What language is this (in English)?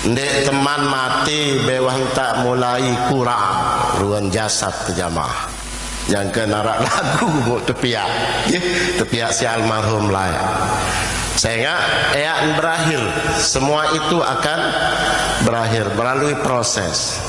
Sasak